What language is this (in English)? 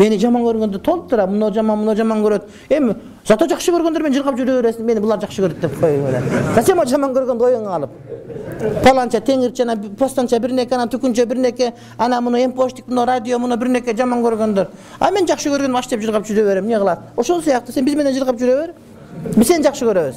Kyrgyz